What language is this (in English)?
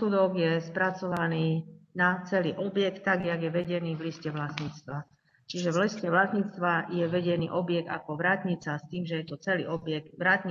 Slovak